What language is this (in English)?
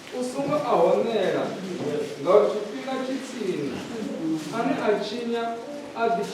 Venda